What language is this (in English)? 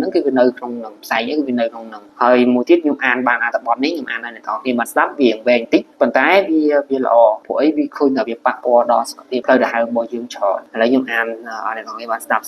Khmer